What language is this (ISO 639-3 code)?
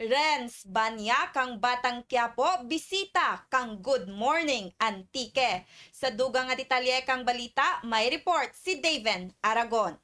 krj